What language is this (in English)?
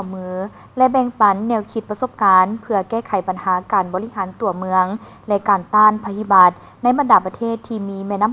Lao